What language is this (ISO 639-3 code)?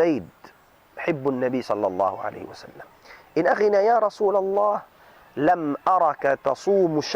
tsg